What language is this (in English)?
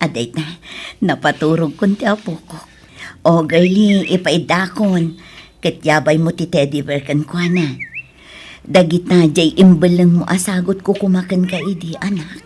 Iloko